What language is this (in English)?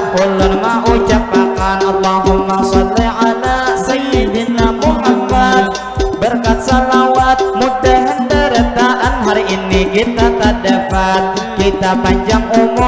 Banjar